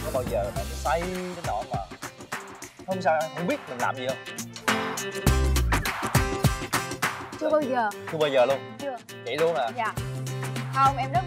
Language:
Vietnamese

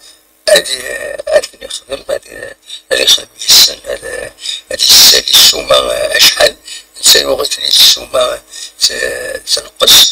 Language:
Kabyle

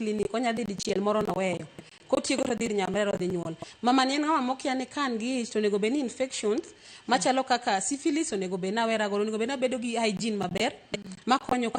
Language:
Luo (Kenya and Tanzania)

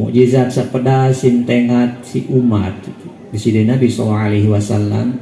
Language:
Sasak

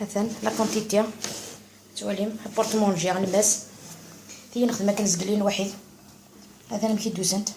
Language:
Algerian Arabic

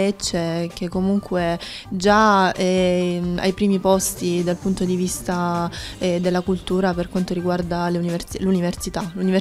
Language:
Italian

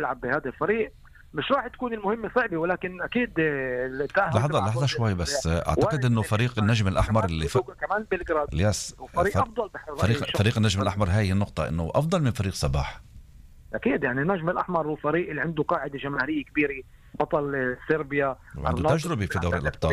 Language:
North Levantine Arabic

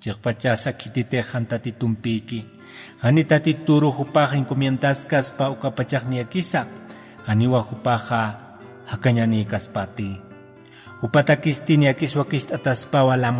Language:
Aymara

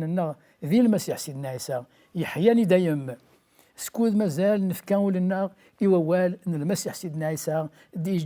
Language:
Kabyle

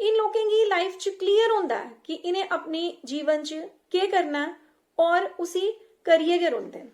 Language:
Dogri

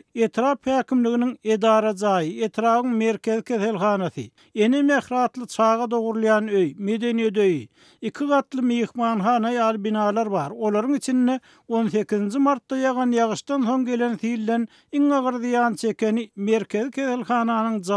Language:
Turkmen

